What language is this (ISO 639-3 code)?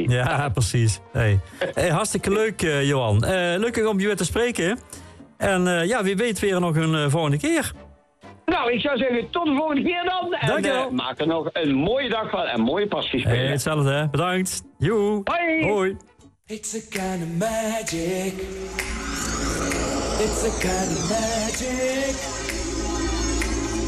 nld